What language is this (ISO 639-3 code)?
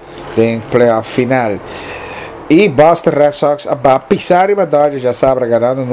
pap